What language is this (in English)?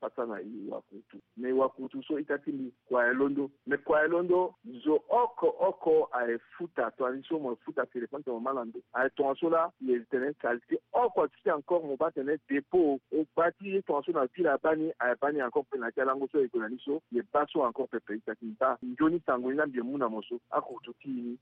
Sango